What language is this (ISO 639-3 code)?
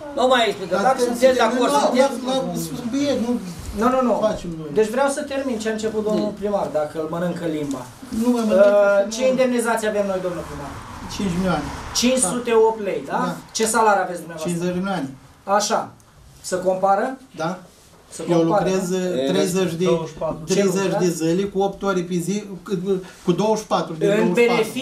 ron